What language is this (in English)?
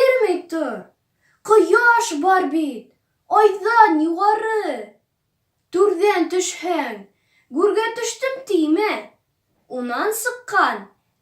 Bashkir